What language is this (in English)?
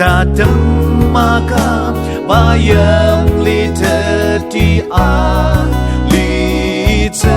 Ao Naga